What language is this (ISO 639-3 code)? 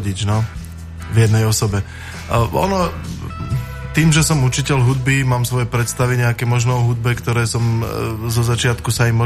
slk